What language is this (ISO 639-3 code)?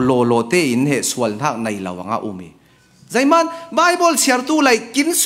cfm